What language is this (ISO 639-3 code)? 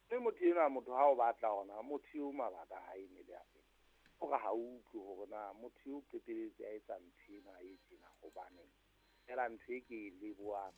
sot